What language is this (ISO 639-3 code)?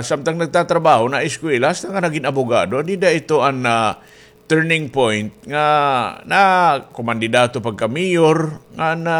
war